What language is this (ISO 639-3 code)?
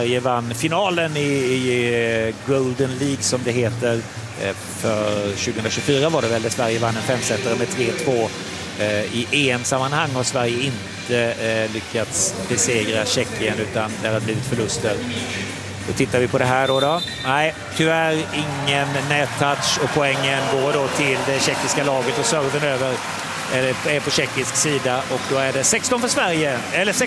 swe